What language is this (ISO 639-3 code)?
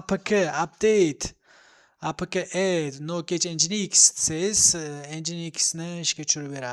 uzb